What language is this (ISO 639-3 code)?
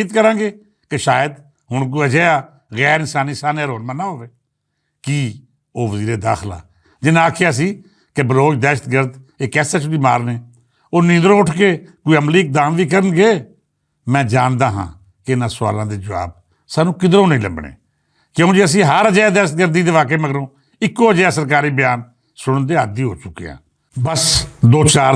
lah